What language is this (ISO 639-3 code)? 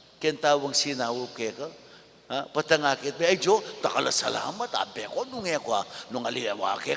pam